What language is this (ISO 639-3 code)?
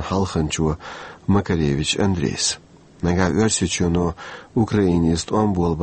che